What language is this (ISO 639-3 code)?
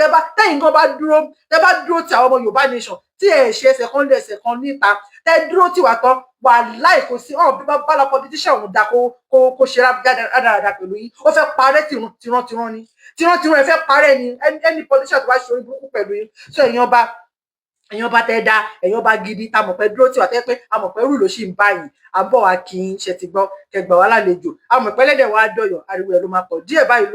yor